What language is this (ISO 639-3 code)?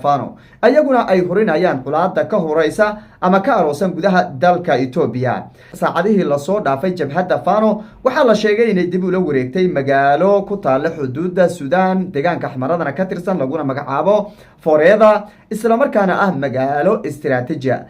som